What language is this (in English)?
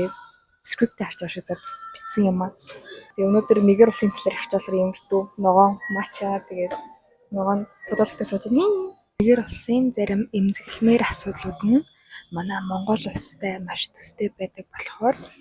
Mongolian